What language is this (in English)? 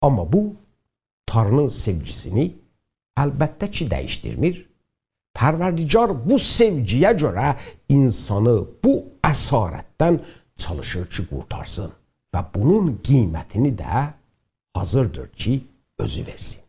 South Azerbaijani